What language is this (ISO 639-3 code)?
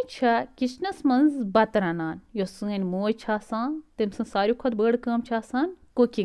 kas